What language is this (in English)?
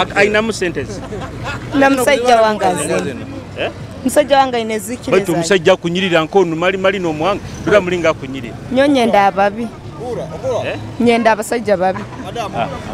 Nyoro